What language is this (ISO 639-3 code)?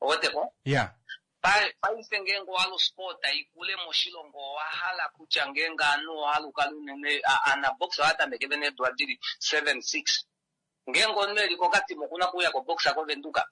kua